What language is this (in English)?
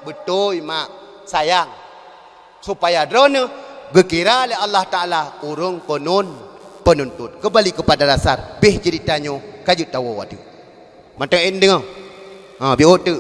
Achinese